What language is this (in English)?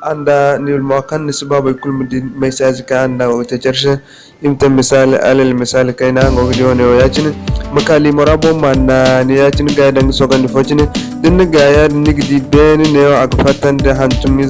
Zarma